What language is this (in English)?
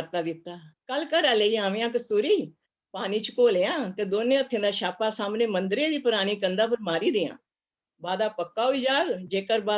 Dogri